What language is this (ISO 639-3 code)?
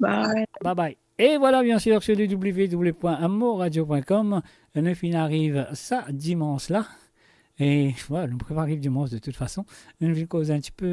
mfe